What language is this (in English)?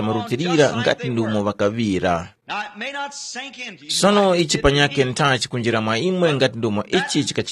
Tumbuka